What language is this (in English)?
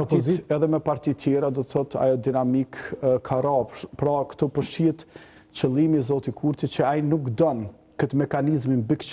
Albanian